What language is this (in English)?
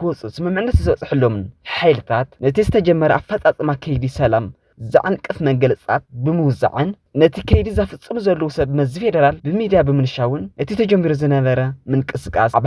Tigrinya